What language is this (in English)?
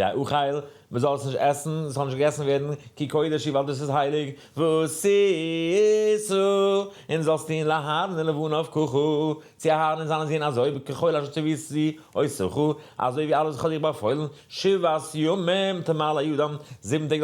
Yiddish